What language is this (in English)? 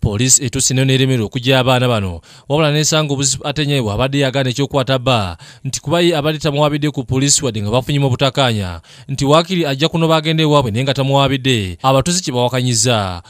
Ganda